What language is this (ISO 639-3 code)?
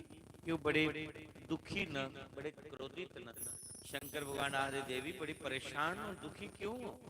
doi